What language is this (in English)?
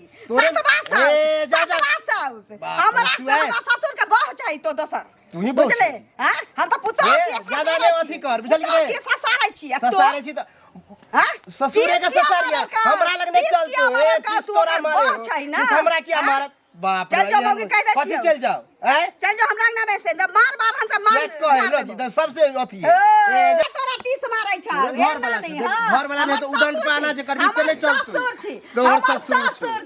Maithili